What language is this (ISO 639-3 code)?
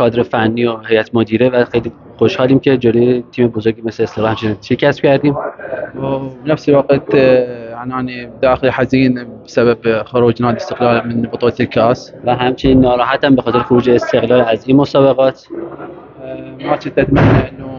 fas